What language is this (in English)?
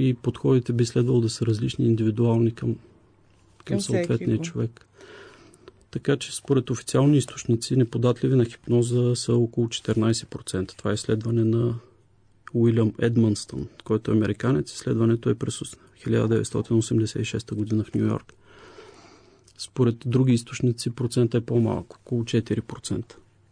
Bulgarian